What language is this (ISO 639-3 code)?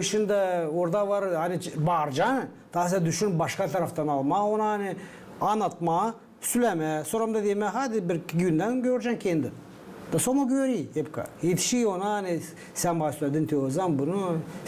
gag